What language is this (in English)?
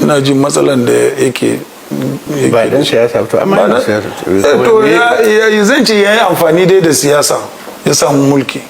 Hausa